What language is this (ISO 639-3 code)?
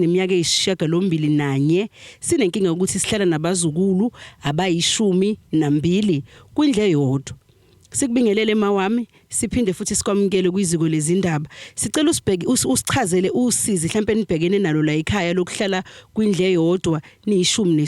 zul